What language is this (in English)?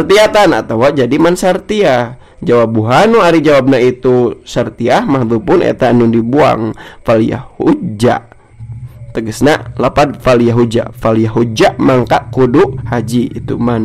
Sundanese